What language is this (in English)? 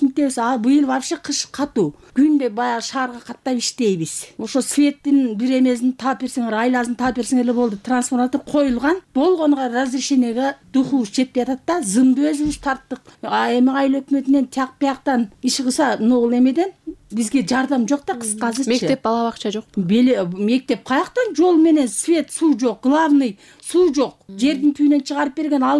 Kyrgyz